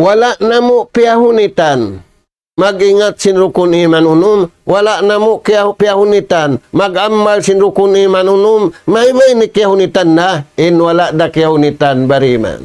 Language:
Tausug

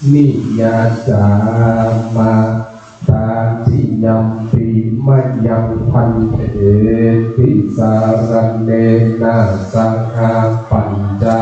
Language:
Pali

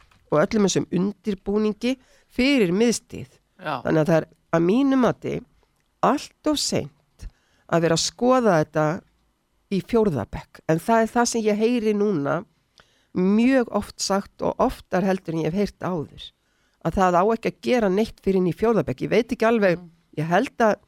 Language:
Icelandic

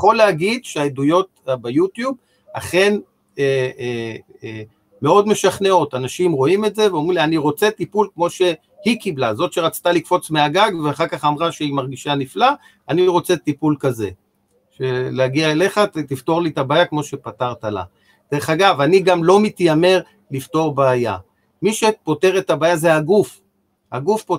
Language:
Hebrew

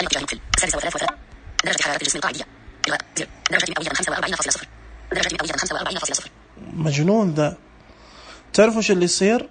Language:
Najdi Arabic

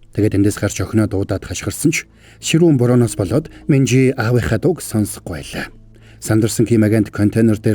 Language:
Mongolian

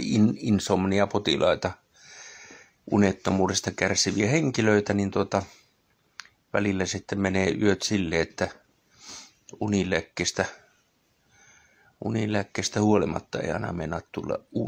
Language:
Finnish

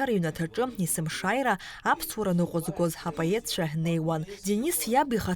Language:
Abkhazian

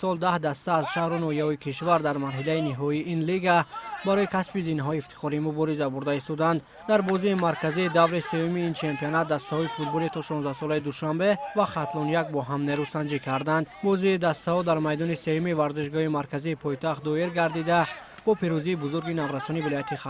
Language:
Tajik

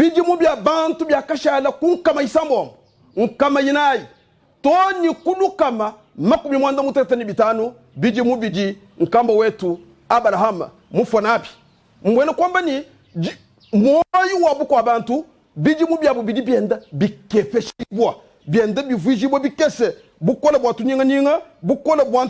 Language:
Luba-Lulua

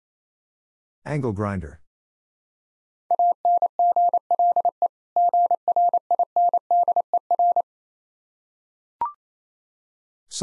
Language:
English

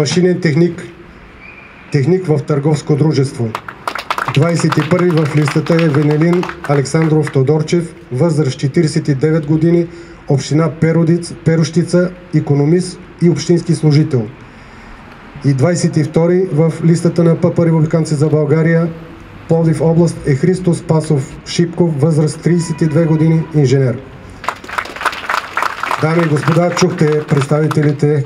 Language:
Bulgarian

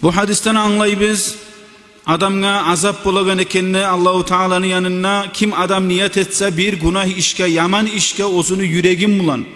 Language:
Kumyk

